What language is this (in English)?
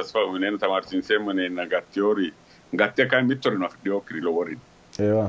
Sidamo